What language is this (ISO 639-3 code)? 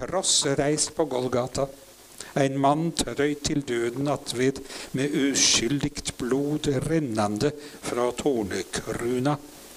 nor